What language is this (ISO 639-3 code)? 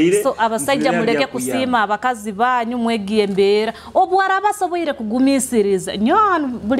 nyo